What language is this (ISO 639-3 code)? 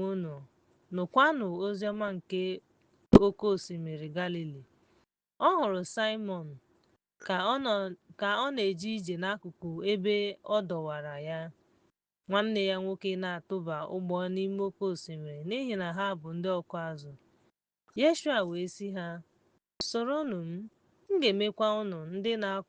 ibo